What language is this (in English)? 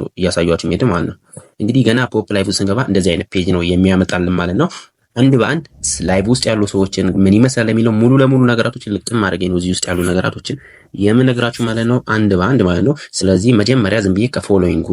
Amharic